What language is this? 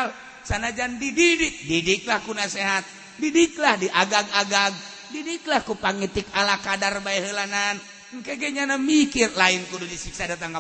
Sundanese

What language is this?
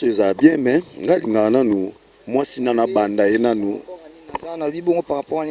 Lingala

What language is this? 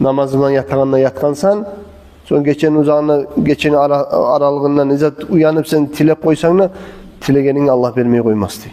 Kumyk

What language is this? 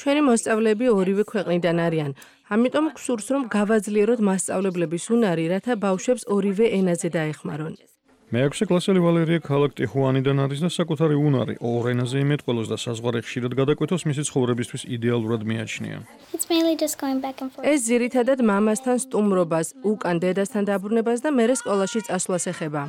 Georgian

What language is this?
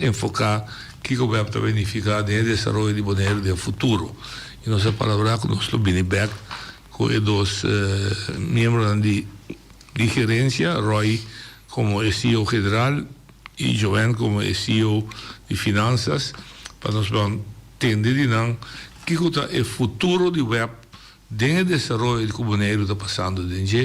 Papiamento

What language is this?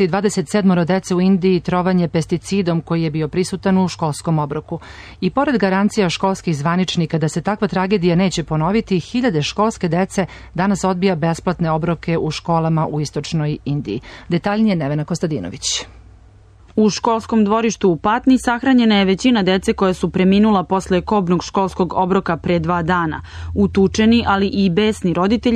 Serbian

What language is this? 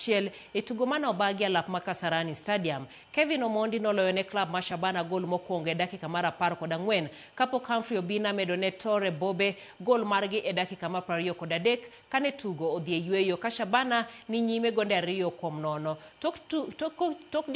Luo (Kenya and Tanzania)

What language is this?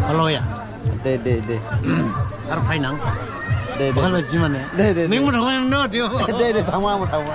Dimasa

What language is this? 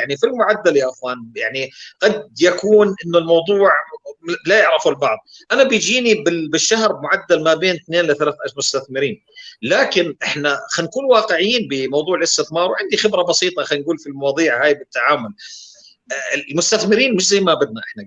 North Levantine Arabic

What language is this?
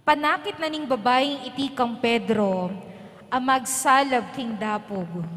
Pampanga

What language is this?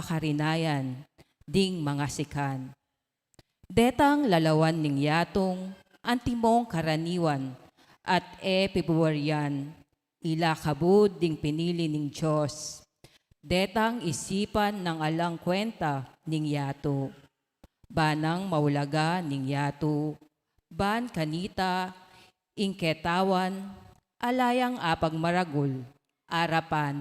Pampanga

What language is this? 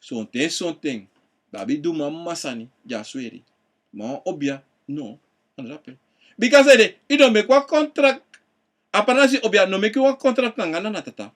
Sranan Tongo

